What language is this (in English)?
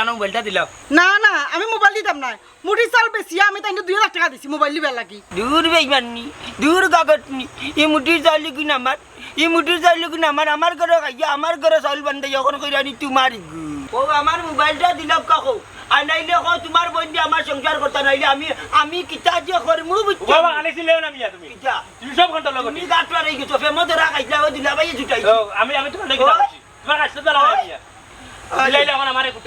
Sylheti